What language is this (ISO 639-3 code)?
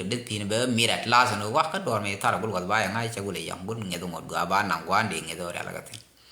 nus